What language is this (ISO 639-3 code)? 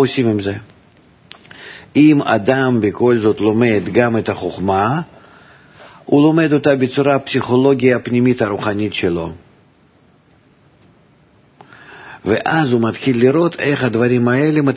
heb